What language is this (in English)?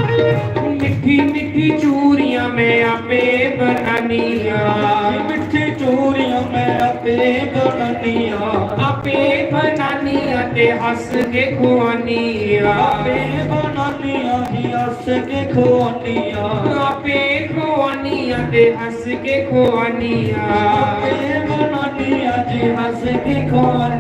Dogri